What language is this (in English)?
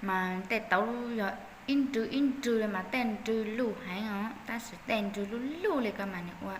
Hmong